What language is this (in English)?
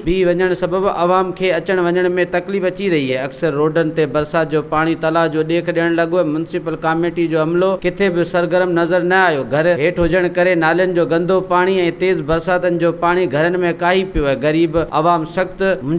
Sindhi